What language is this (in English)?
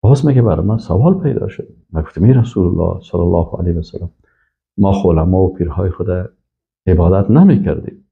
Persian